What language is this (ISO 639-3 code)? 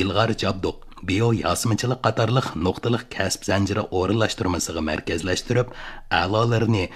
uig